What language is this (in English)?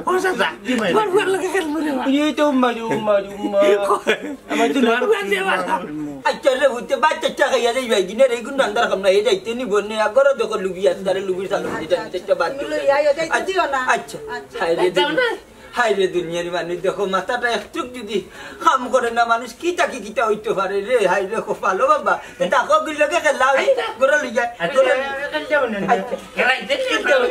Sylheti